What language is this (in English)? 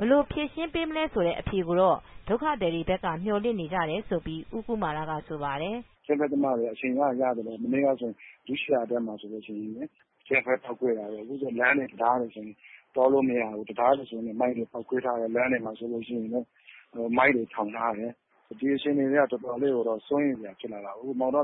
Burmese